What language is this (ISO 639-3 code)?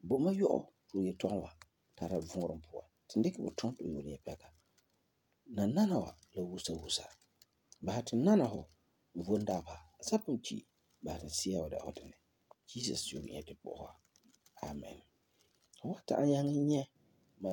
gur